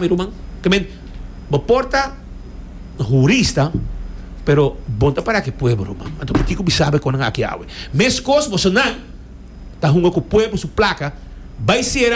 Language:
Papiamento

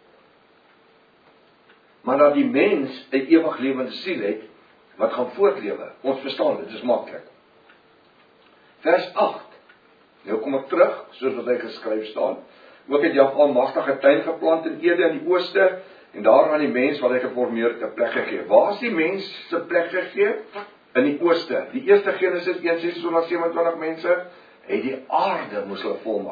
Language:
Afrikaans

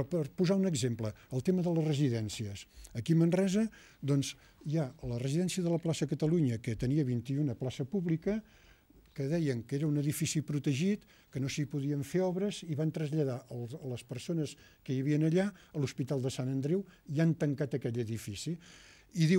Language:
Catalan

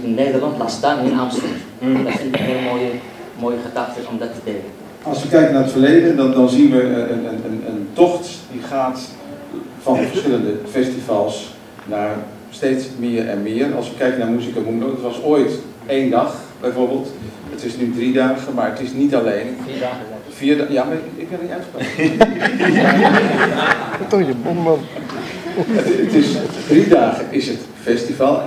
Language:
Dutch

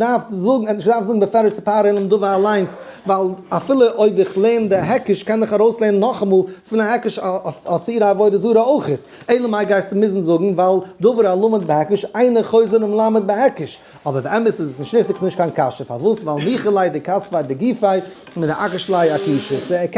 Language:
Yiddish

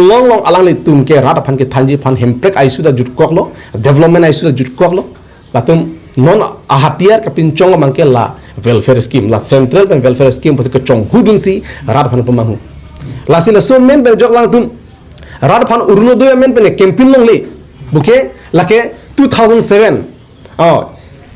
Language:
Karbi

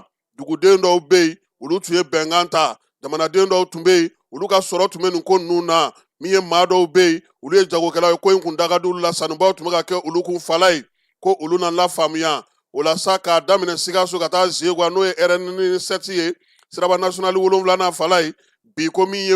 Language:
Bambara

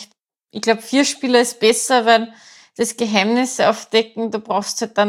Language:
German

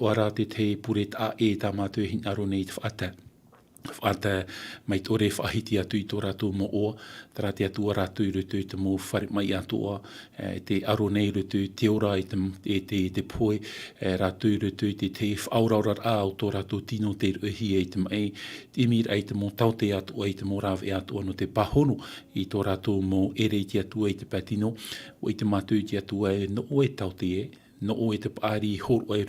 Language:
Tahitian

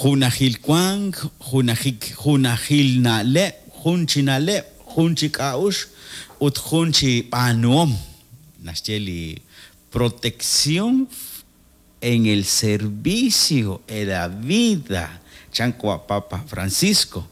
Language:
Kekchí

